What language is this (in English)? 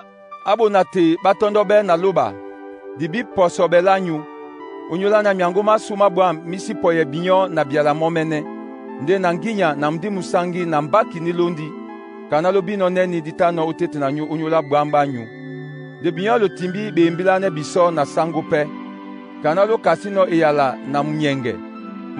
Duala